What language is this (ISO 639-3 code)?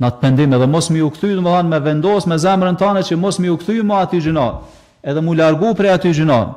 sqi